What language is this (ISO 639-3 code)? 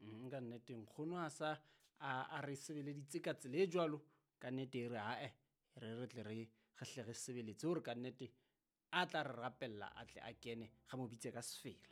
sot